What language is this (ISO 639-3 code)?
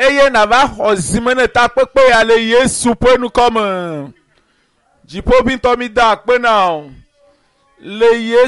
ewe